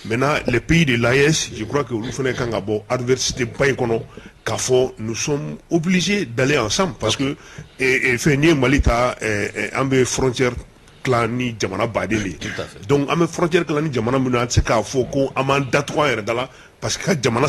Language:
Bambara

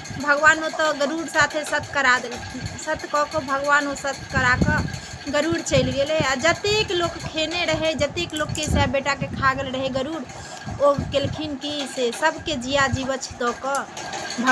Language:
Maithili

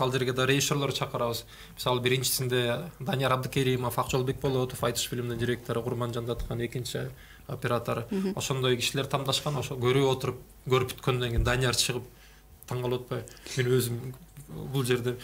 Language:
Kyrgyz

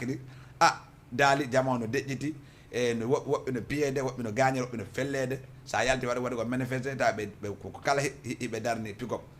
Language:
Fula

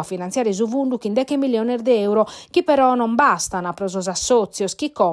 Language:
Sardinian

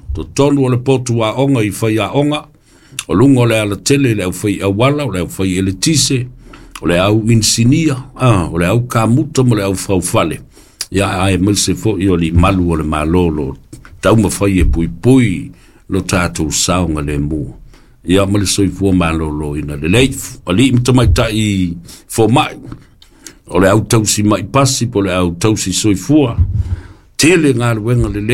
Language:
Samoan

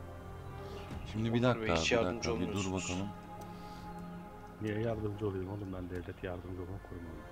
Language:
Turkish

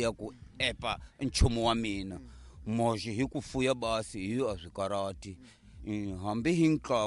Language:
Tsonga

